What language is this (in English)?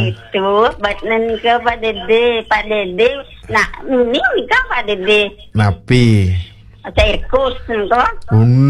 Balinese